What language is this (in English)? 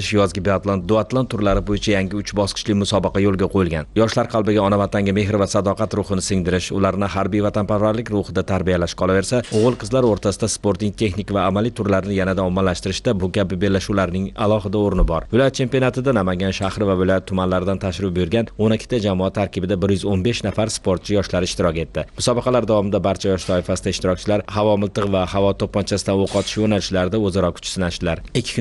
Uzbek